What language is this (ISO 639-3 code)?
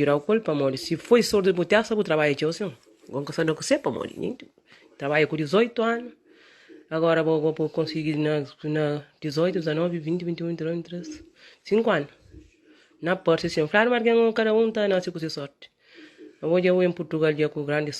kea